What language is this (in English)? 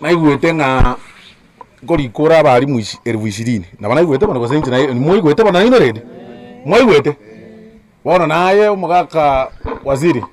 Gusii